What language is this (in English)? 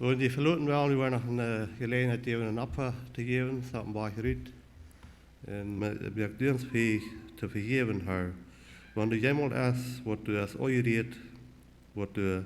Plautdietsch